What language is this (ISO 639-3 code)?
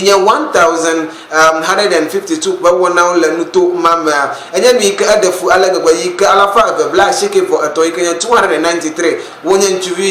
ewe